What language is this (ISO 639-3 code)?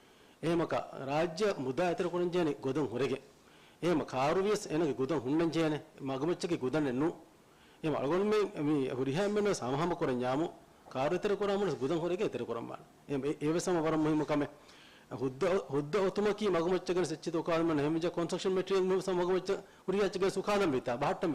div